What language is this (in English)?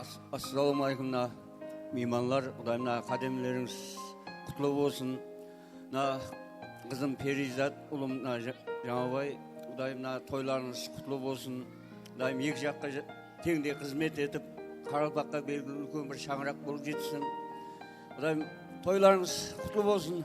Kara-Kalpak